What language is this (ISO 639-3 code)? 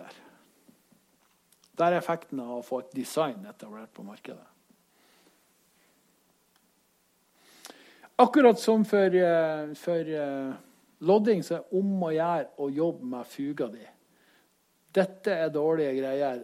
nor